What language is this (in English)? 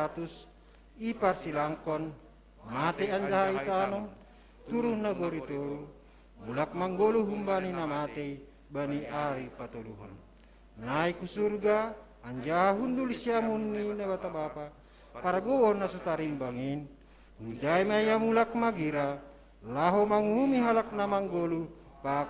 Batak Simalungun